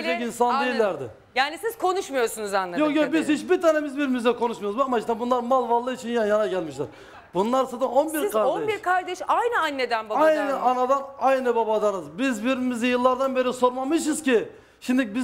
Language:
Turkish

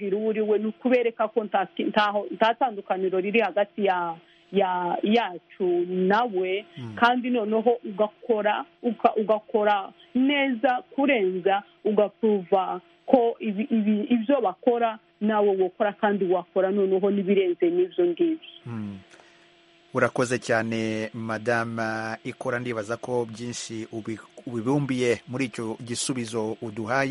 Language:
Kinyarwanda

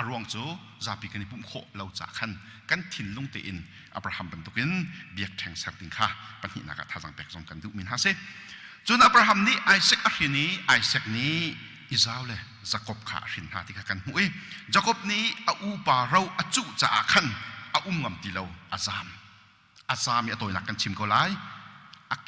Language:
Hakha Chin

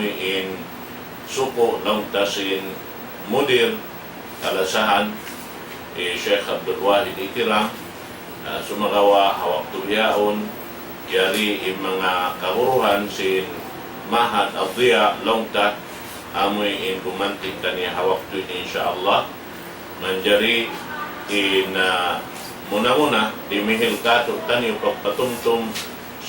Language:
Tausug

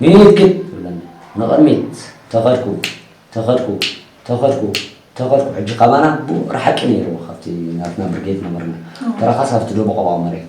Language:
Tigrinya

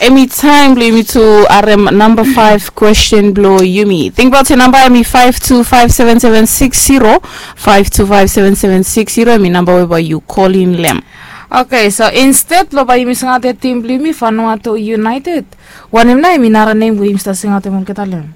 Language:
Bislama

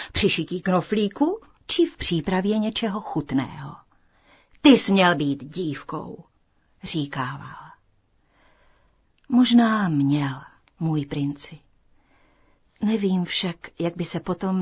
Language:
Czech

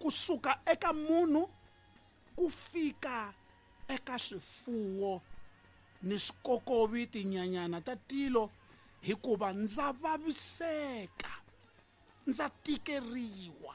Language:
Tsonga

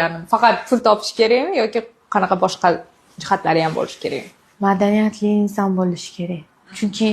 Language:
Uzbek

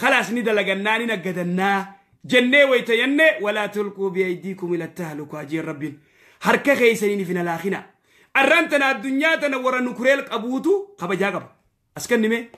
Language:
Oromo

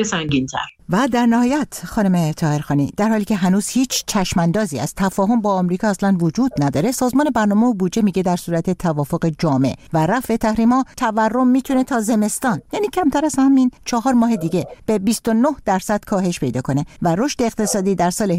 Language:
Persian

